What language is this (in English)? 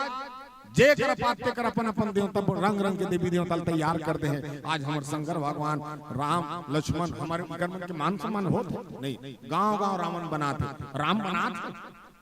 Chhattisgarhi